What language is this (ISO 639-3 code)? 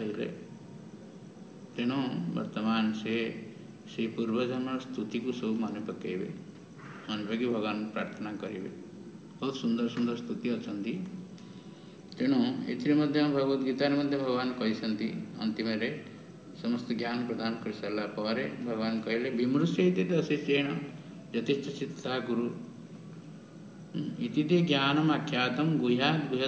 ori